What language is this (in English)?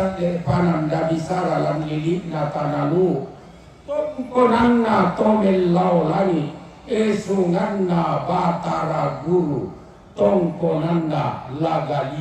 Toraja-Sa'dan